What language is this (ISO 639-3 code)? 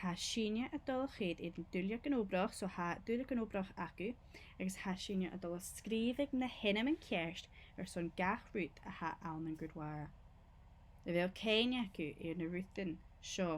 gla